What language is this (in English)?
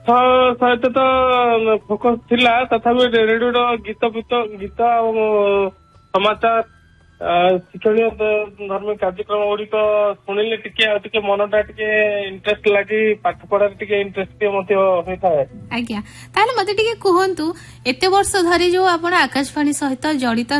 Odia